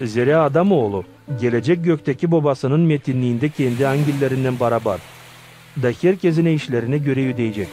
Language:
Gagauz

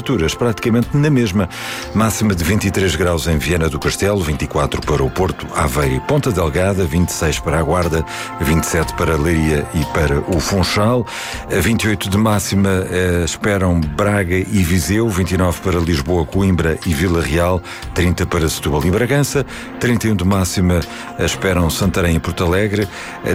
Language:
Portuguese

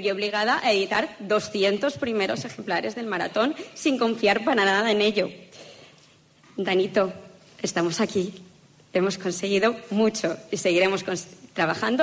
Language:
Spanish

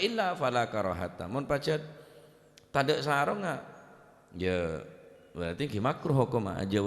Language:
Madurese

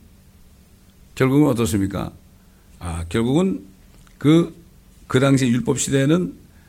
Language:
Korean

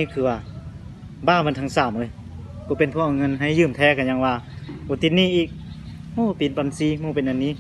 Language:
Lao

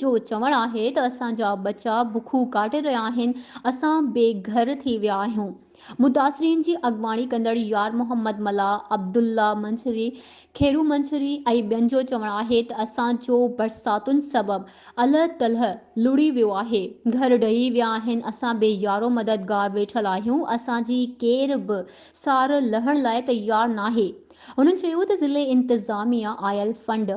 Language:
Sindhi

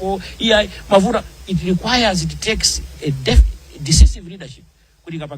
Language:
Nyanja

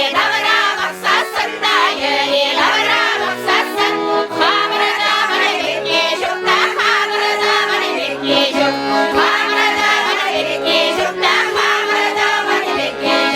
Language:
Chuvash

